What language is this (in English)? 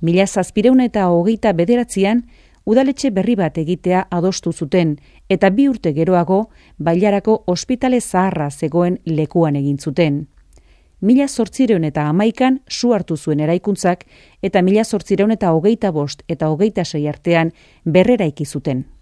Basque